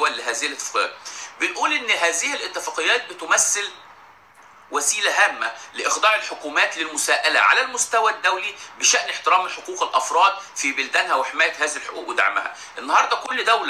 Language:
Egyptian Arabic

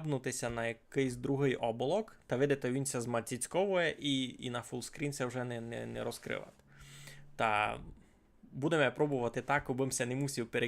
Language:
Rusyn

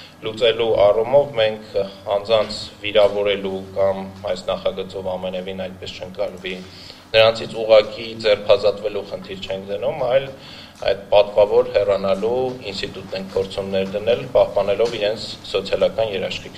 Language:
Armenian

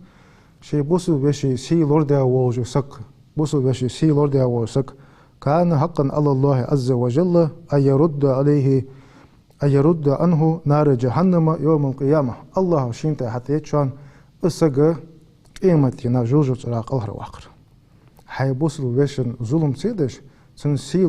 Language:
Ingush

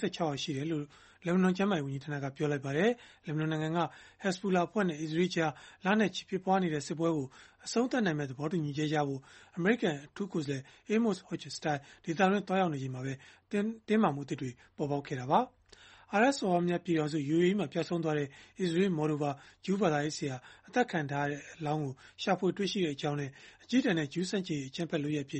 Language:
Burmese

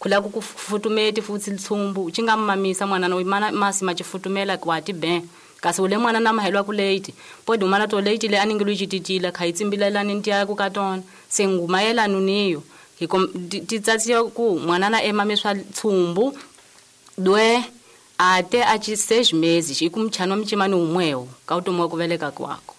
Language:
Tsonga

